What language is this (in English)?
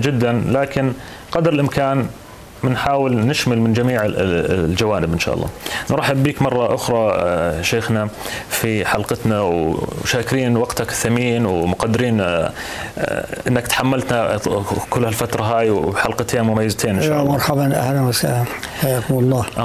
North Levantine Arabic